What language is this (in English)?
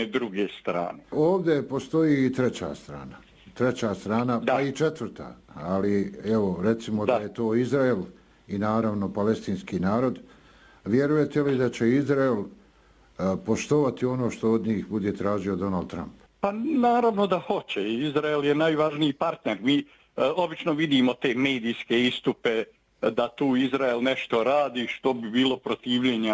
Bosnian